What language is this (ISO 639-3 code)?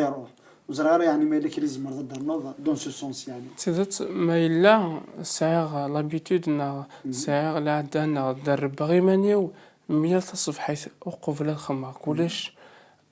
kab